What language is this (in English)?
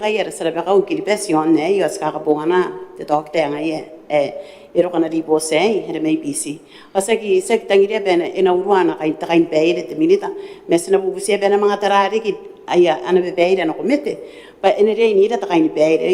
Gilbertese